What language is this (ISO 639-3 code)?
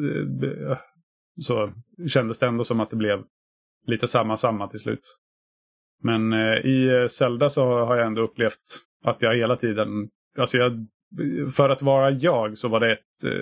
swe